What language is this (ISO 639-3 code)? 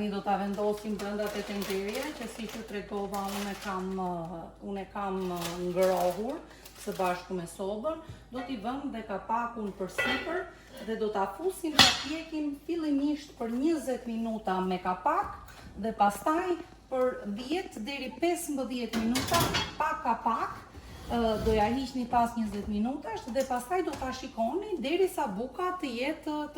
sqi